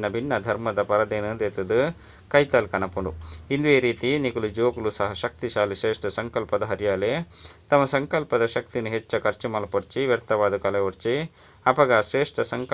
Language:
Tulu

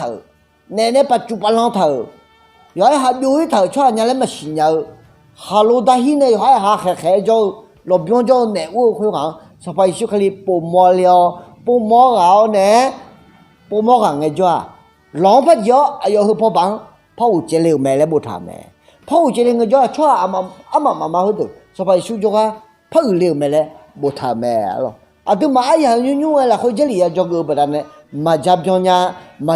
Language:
Akha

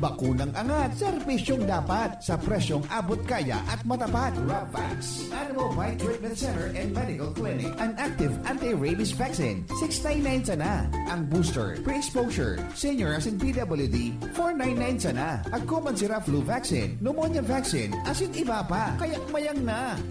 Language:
Bikol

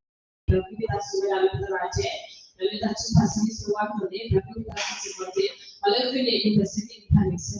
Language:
S'gaw Karen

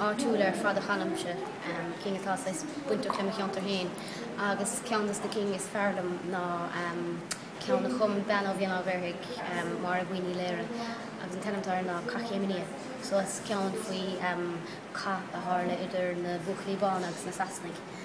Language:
Irish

